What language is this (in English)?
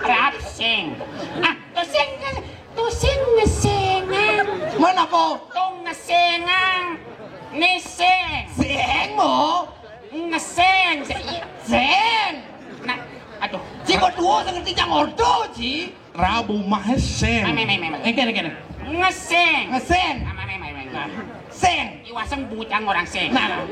Balinese